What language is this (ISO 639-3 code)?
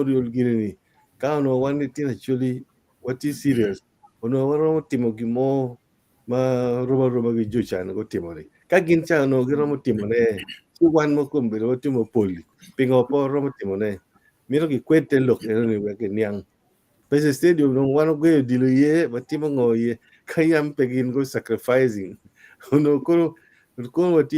ach